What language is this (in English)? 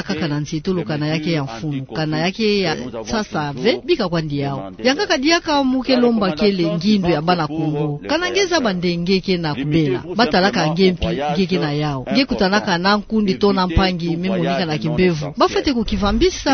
Kituba (Democratic Republic of Congo)